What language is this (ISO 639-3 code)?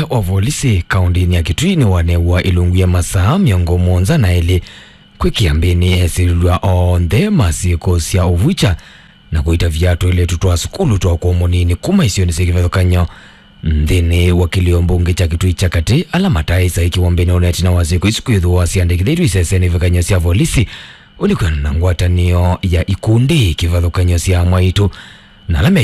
kam